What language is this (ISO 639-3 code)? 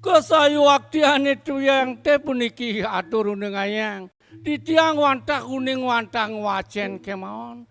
ban